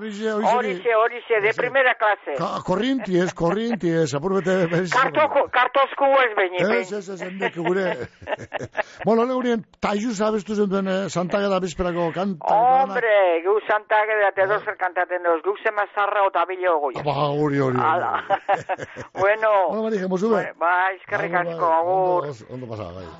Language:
Basque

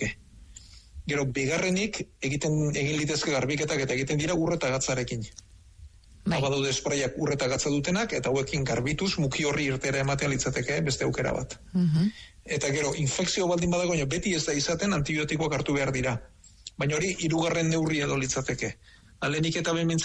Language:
Basque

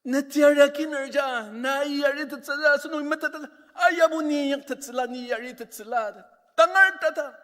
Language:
Ao Naga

